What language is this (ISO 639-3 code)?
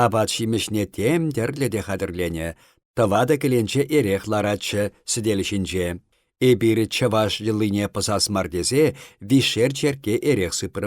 chv